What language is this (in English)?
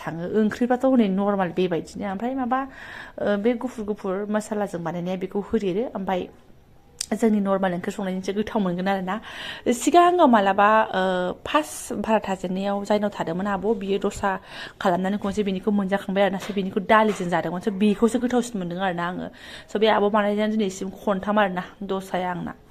Bodo